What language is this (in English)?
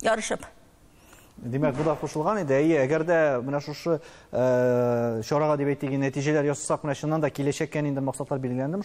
Tatar